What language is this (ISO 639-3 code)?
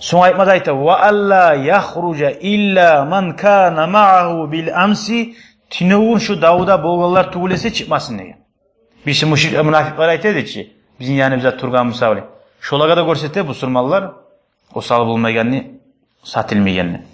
kum